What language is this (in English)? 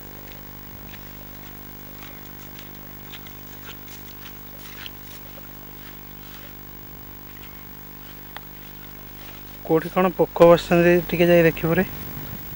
Odia